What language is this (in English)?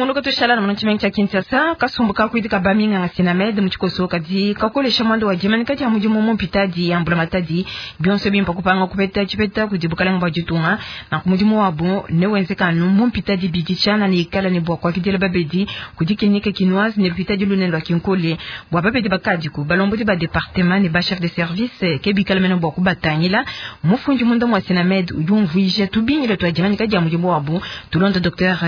Luba-Lulua